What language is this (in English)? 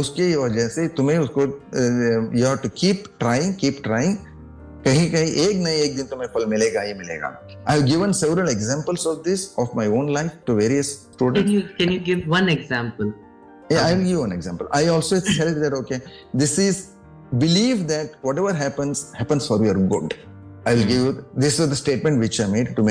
Hindi